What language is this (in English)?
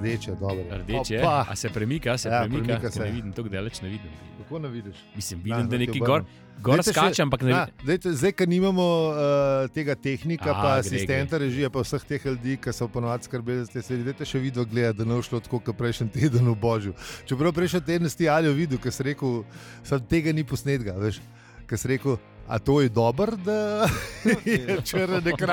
Slovenian